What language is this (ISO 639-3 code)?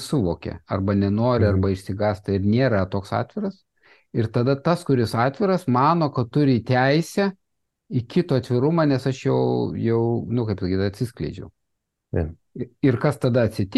lit